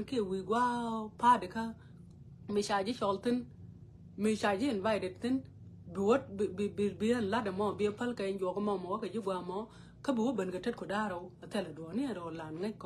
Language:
Nuer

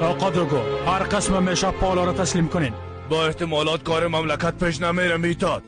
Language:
Persian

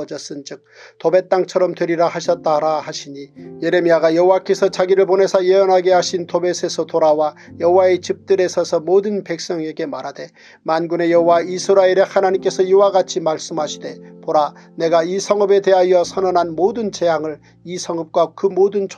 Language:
Korean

